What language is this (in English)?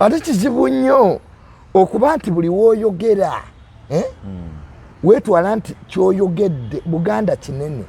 Ganda